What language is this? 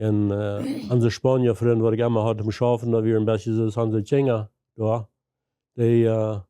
Plautdietsch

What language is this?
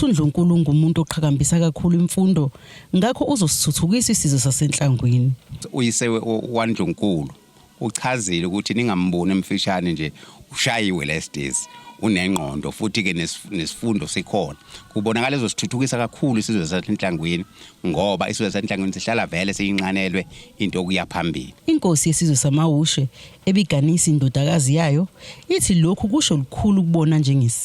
Zulu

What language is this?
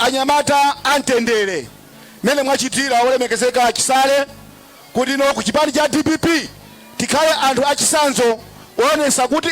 Nyanja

